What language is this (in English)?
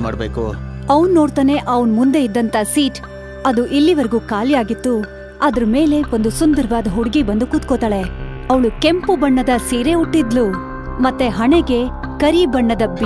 Kannada